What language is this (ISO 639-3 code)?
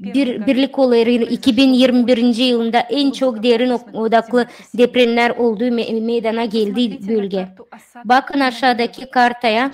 gag